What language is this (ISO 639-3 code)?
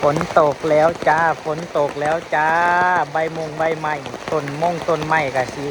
tts